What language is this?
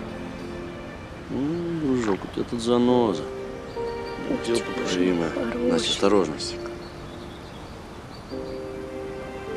Russian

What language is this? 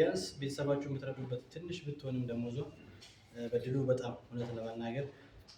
Amharic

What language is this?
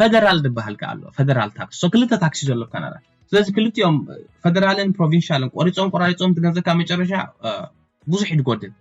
Tigrinya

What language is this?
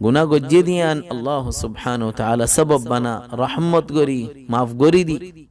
Rohingya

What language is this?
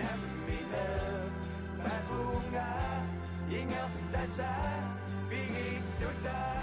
Kalaallisut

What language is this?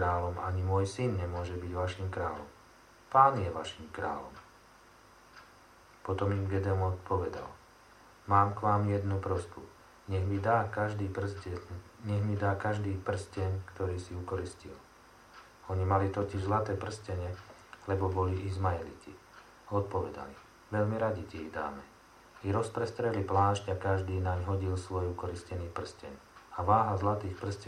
Slovak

